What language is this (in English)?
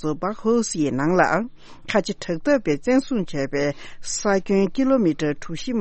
Tibetan